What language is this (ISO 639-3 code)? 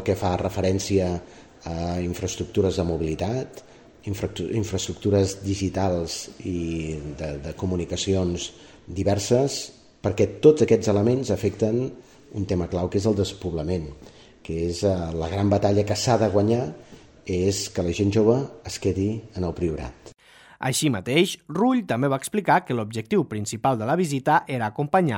cat